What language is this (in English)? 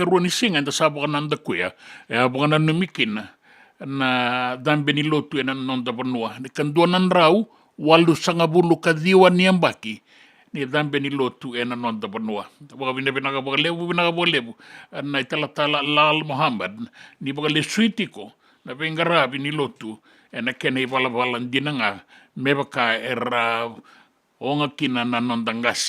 Fijian